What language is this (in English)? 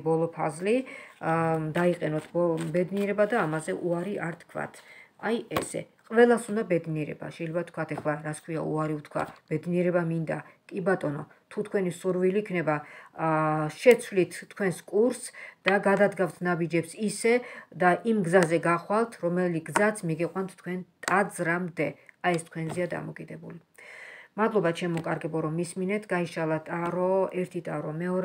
Georgian